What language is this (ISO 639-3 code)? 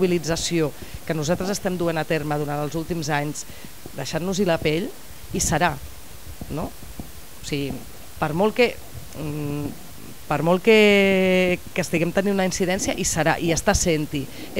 cat